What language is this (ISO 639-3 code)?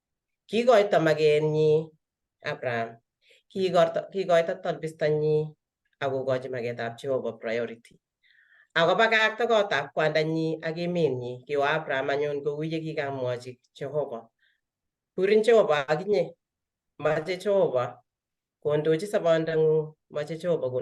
kln